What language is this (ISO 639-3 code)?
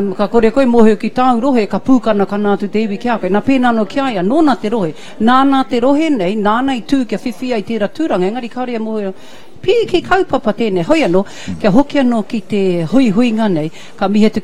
mri